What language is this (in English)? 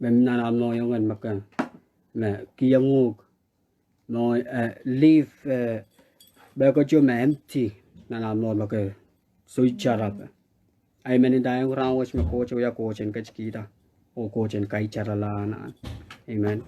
Pohnpeian